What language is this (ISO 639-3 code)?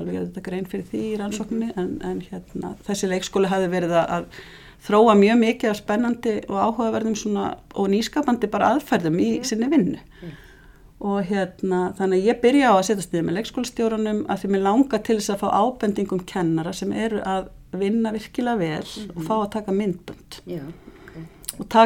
isl